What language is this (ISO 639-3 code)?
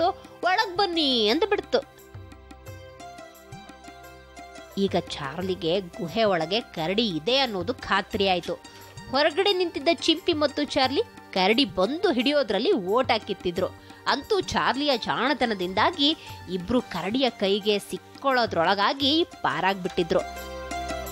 kan